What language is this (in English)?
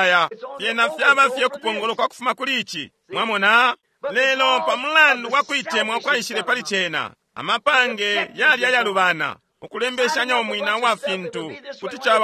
Bemba